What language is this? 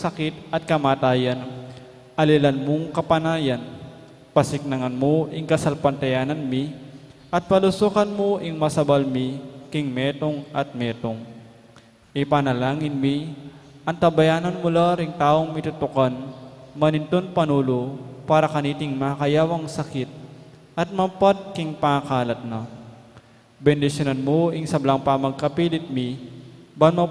Pampanga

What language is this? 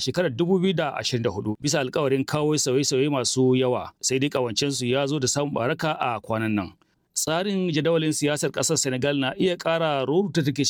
Hausa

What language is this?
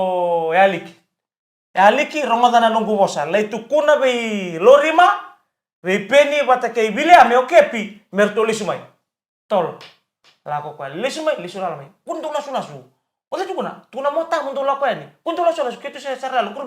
Fijian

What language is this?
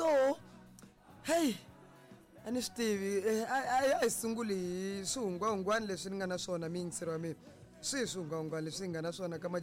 Tsonga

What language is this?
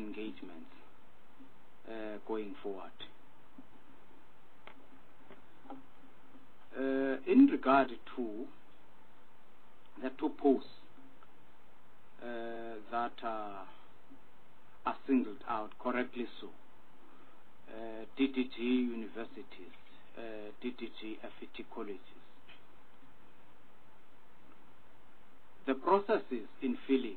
English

